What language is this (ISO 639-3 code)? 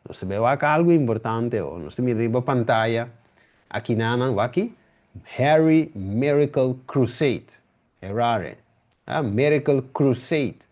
pap